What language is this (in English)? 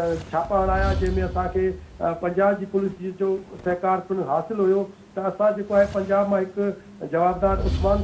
Sindhi